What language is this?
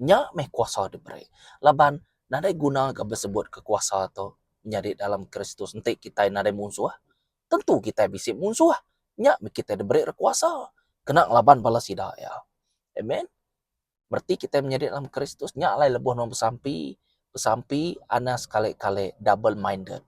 Iban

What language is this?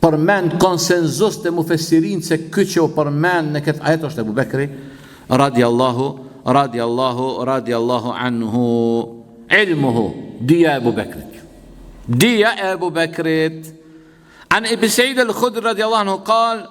Albanian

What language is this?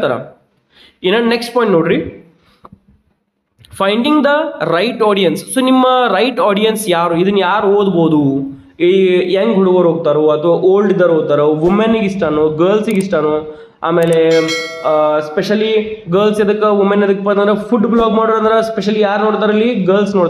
Kannada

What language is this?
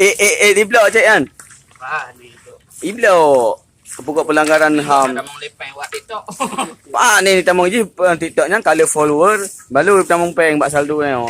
Achinese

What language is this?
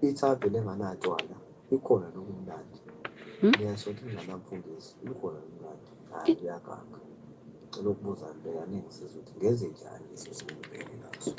Zulu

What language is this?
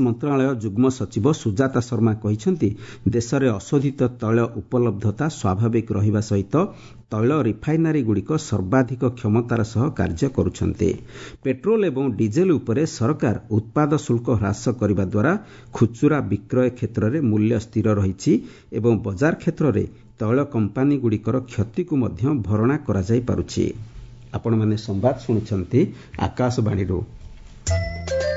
Odia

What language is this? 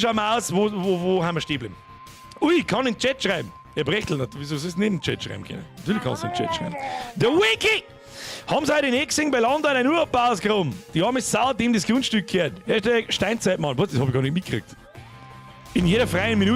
Bavarian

